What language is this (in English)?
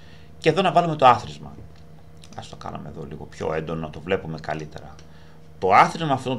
Greek